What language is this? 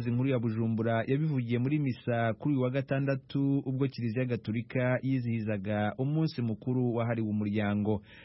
Kinyarwanda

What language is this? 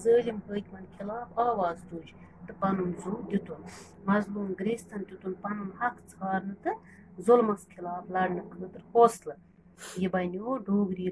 Kashmiri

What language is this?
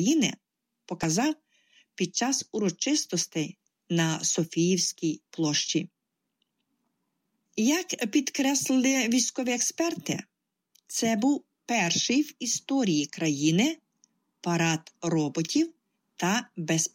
Ukrainian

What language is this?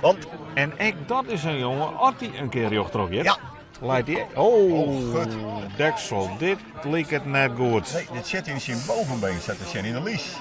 Western Frisian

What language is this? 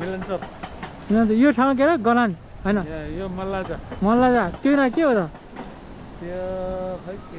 Nepali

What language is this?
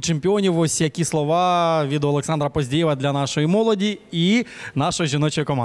Ukrainian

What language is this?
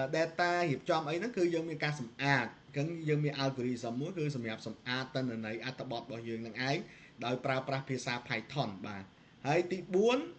Khmer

